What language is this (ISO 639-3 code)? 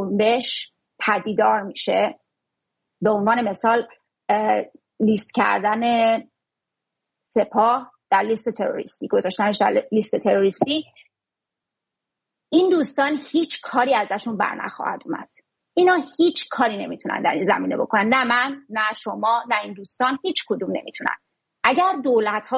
fas